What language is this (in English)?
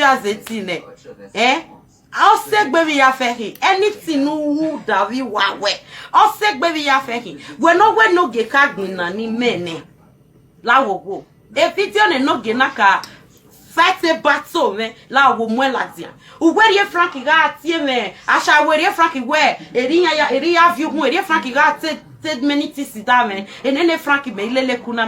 Nigerian Pidgin